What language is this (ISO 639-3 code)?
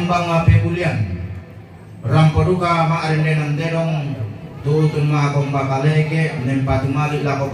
sda